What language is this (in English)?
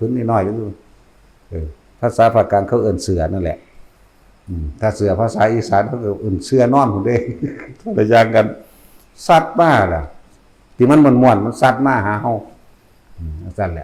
Northeastern Thai